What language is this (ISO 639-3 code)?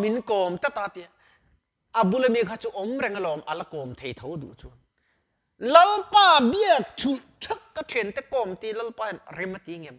lus